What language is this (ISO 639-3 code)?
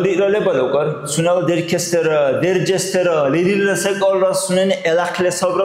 dar